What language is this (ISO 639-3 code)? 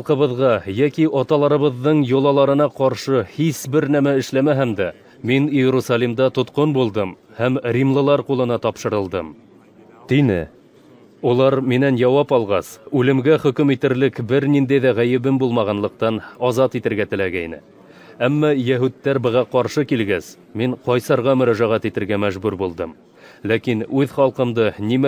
bak